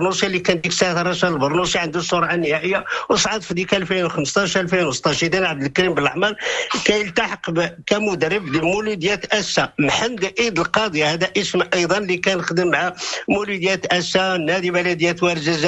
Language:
Moroccan Arabic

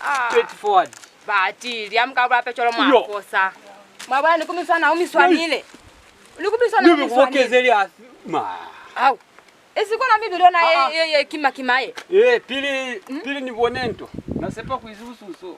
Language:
Lozi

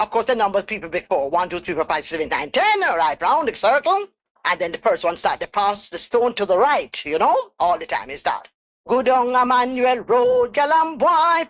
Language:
Jamaican Creole English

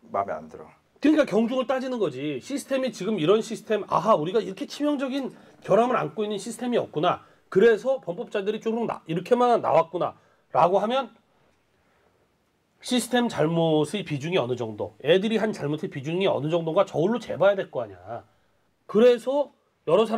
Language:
Korean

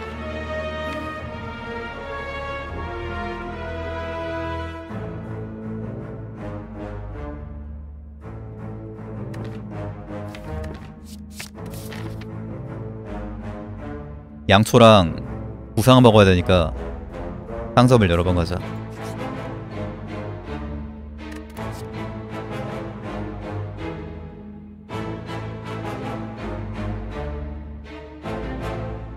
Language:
Korean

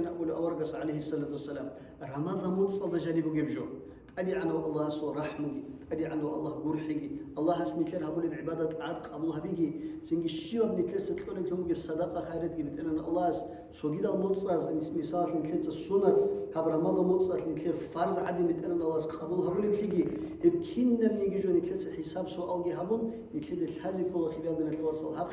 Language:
Avaric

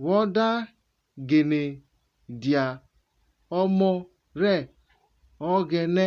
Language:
Urhobo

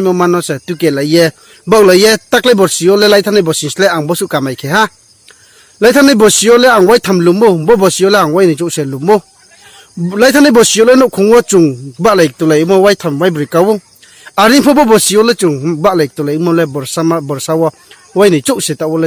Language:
Riang (India)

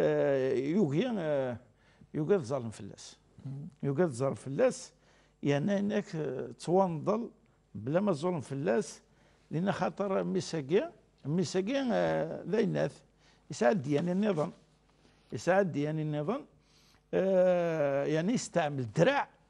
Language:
Kabyle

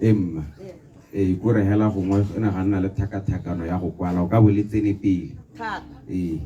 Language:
Tswana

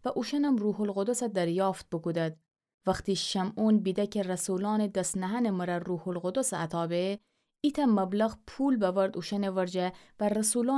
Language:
Gilaki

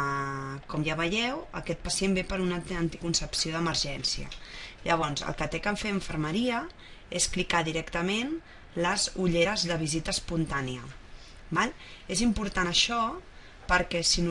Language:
Catalan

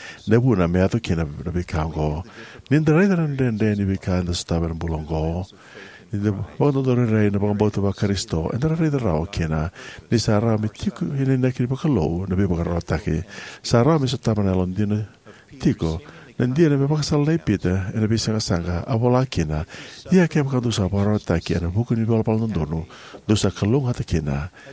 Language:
Fijian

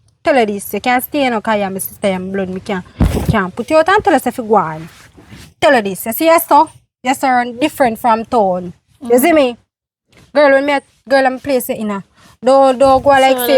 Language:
Jamaican Creole English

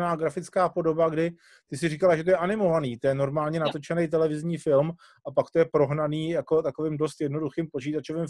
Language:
Czech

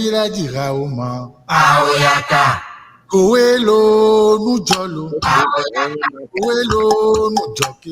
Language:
Ewe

